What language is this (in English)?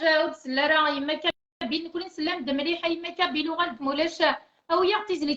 Kabyle